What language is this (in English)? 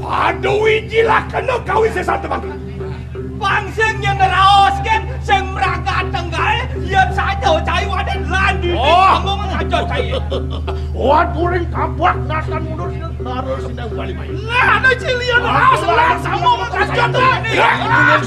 Balinese